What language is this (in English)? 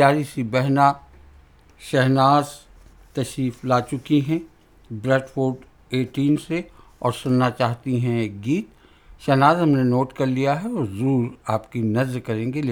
Urdu